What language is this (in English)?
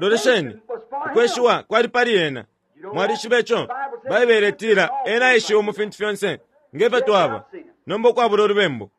Bemba